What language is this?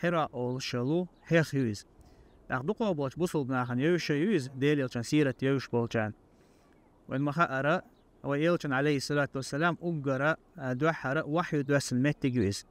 Chechen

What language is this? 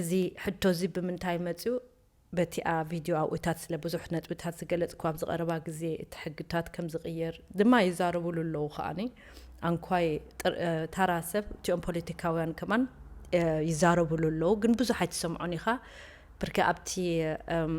Tigrinya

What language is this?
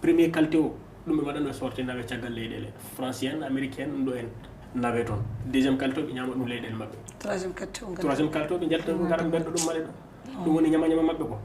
Fula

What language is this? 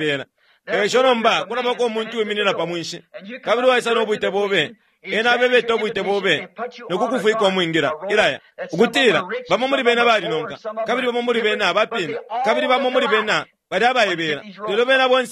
Bemba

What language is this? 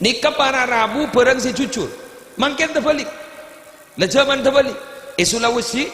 Madurese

